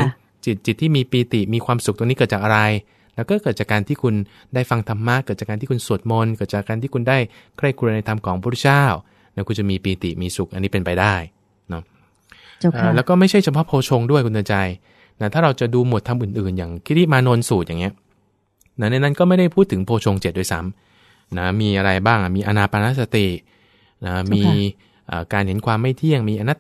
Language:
Thai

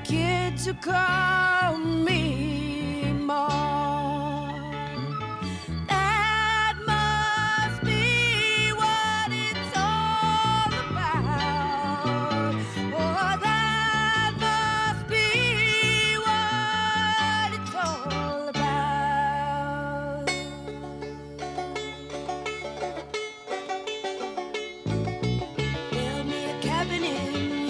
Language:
English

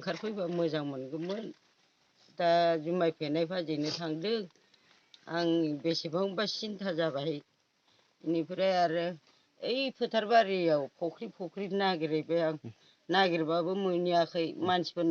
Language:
Bodo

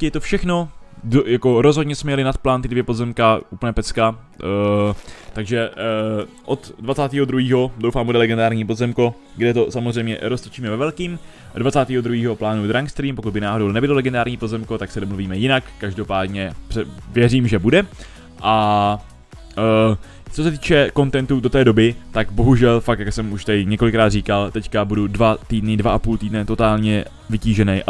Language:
Czech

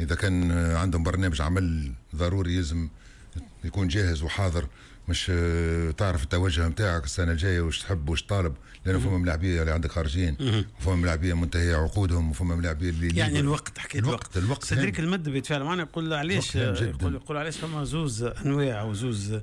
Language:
Tunisian Arabic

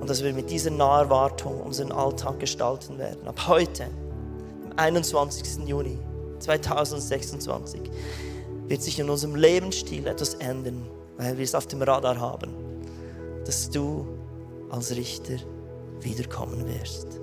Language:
Swiss German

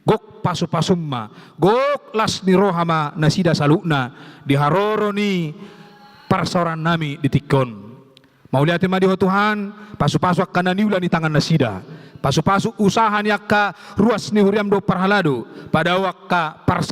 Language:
Batak Toba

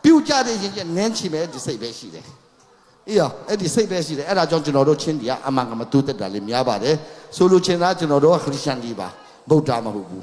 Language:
Tedim Chin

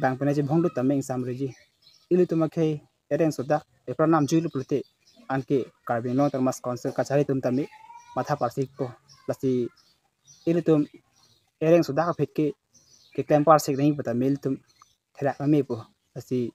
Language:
Karbi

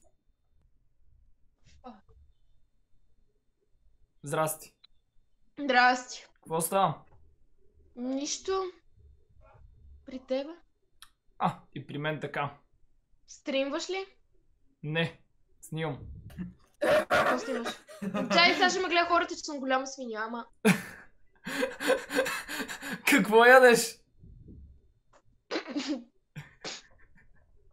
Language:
Bulgarian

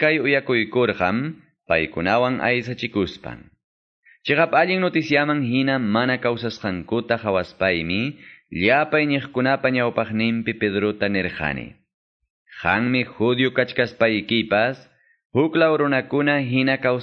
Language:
Quechua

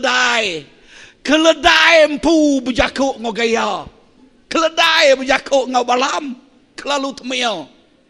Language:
Iban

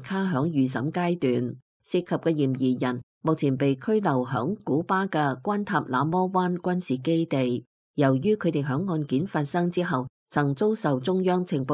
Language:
Cantonese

